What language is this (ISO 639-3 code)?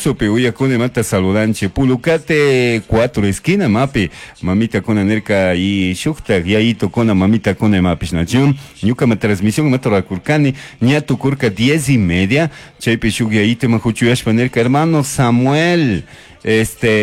qug